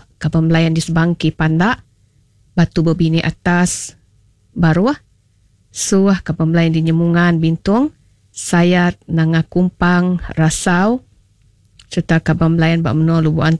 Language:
Iban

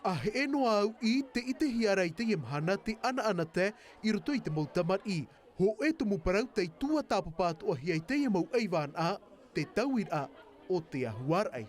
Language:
Tahitian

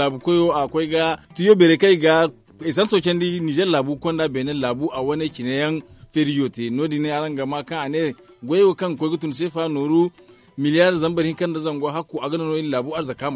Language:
Zarma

